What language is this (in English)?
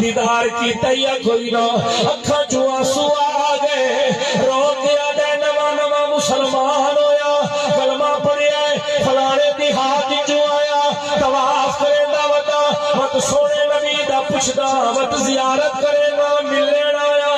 Saraiki